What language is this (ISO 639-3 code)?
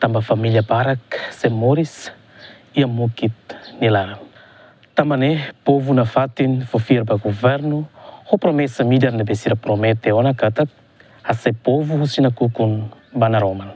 tet